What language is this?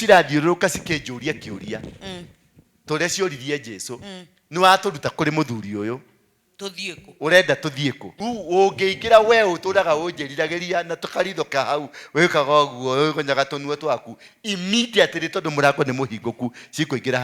Kikuyu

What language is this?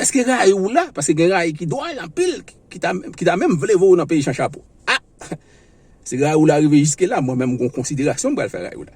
Haitian Creole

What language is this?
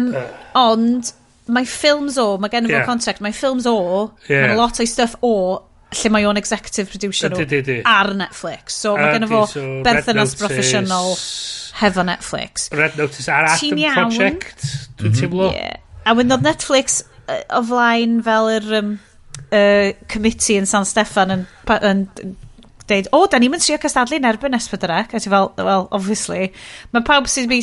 Welsh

